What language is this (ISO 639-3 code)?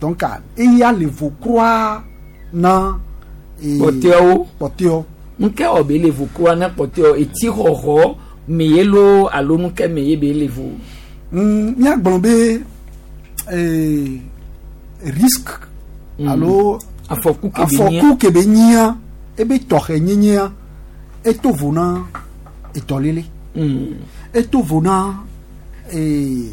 gej